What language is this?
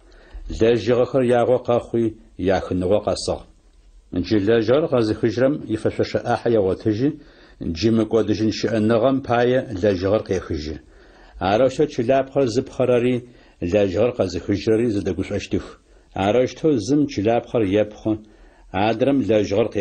Adyghe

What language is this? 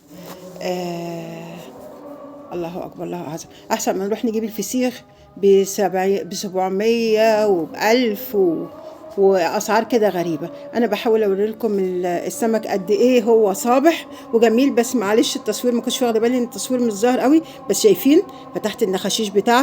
Egyptian Arabic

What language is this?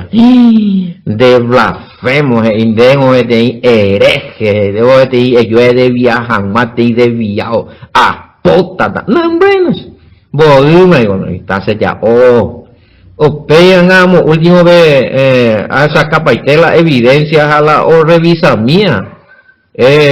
Guarani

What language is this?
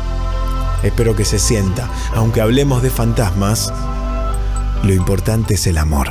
Spanish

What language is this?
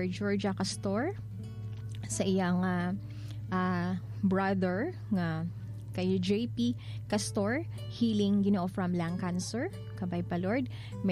Hiligaynon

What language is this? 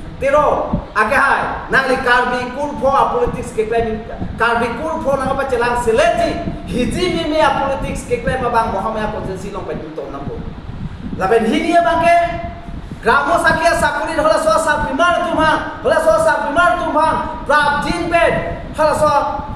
Karbi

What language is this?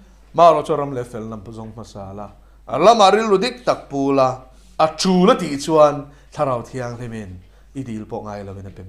Mizo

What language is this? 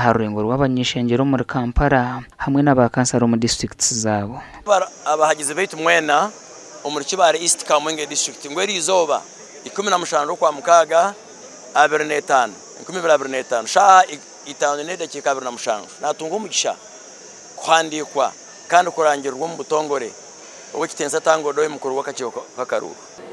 Nyankole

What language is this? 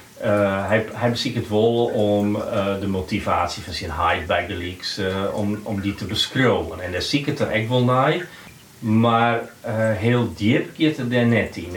Western Frisian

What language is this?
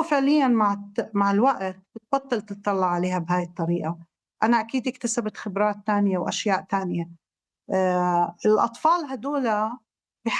North Levantine Arabic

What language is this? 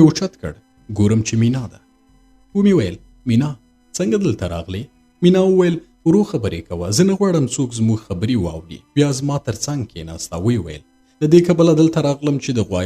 Pashto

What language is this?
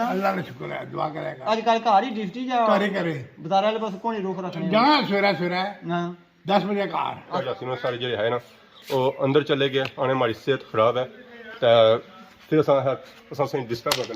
Pahari-Potwari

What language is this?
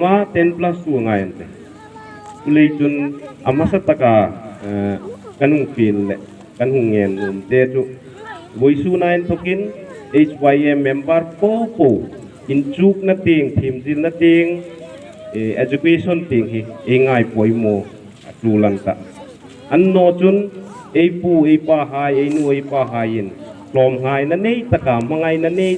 Hmar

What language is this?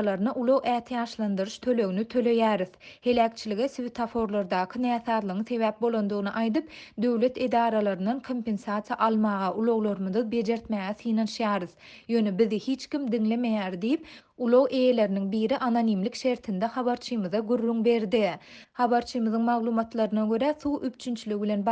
Turkmen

